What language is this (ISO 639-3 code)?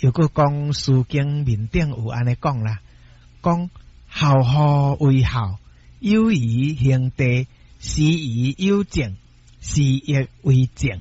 nan